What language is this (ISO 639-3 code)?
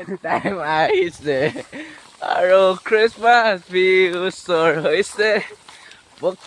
nag